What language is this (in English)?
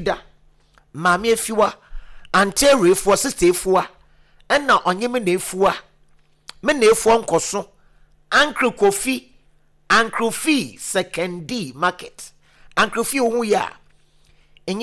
Akan